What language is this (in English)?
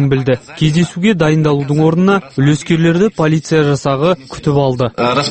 Kazakh